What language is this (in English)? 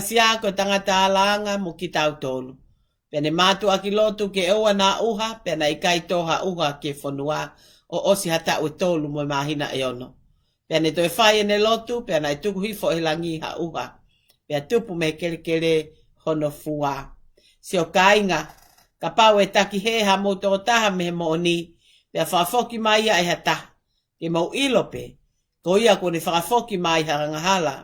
Tongan